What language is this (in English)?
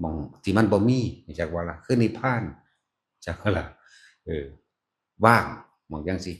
Northeastern Thai